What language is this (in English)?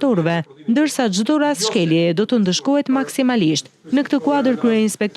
Albanian